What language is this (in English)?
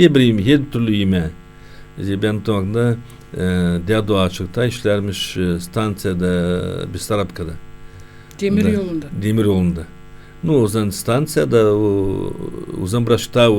Gagauz